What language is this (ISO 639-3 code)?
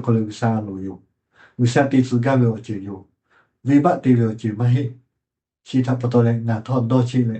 lhu